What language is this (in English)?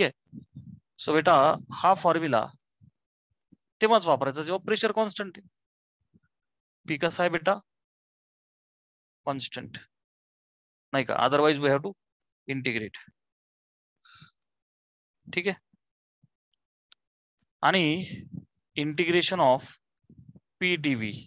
Marathi